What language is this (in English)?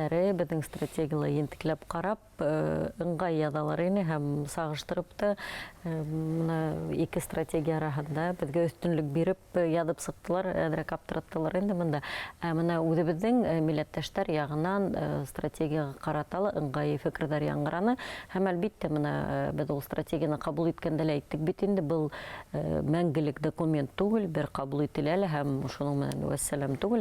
Bashkir